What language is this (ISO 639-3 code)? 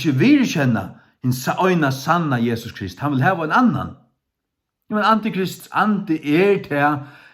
fao